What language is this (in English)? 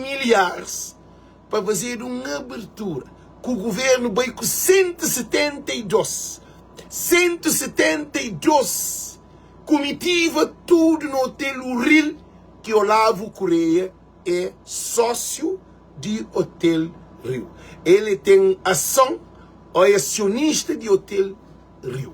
Kabuverdianu